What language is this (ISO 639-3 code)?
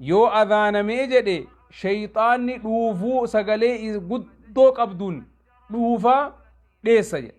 orm